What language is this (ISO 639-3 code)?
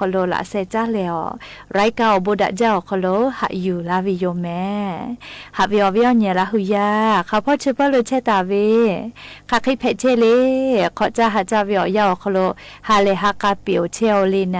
lhu